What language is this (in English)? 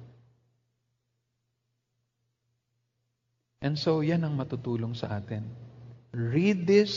Filipino